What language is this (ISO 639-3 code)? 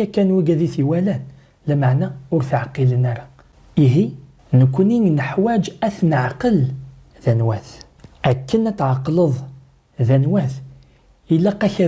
kab